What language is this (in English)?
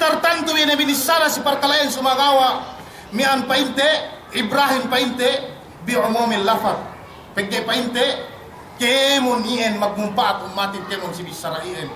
Yakan